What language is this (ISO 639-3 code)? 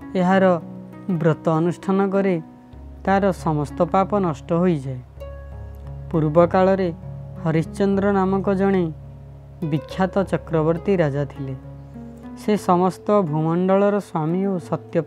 ori